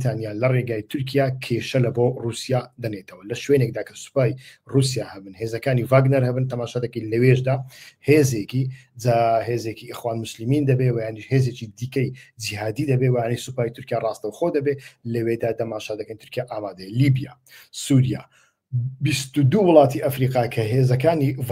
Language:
Central Kurdish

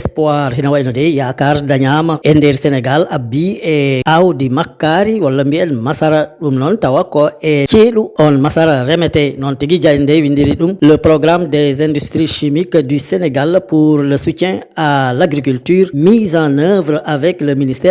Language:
Fula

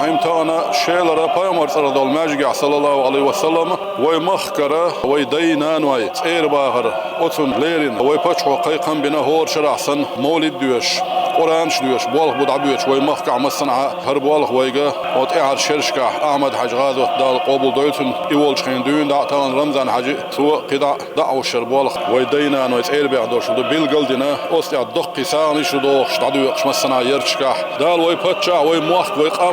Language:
Chechen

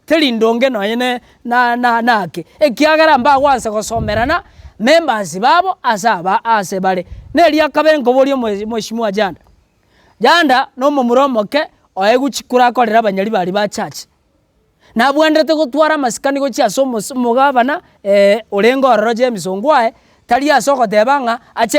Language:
Gusii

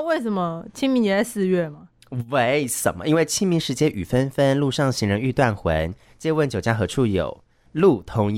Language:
Chinese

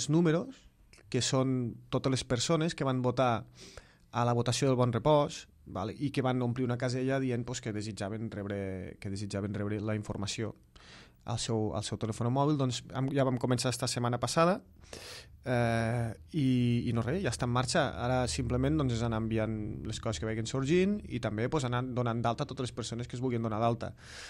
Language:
Catalan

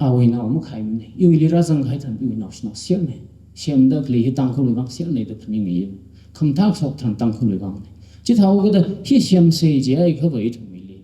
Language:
Tangkhul Naga (India)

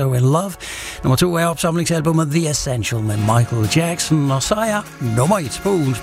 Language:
Danish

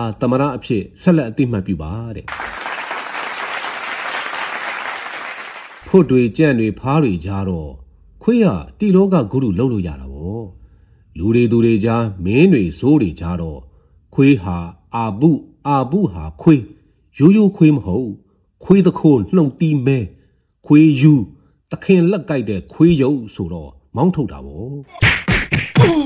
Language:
Burmese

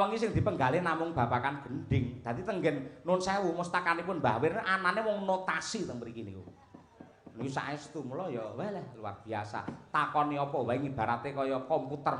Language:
Javanese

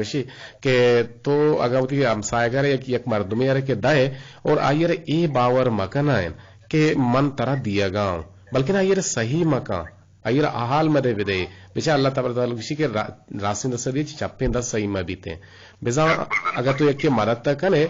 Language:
Eastern Balochi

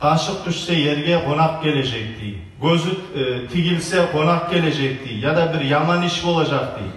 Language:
Kumyk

